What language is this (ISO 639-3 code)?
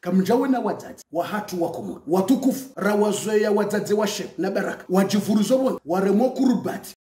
zdj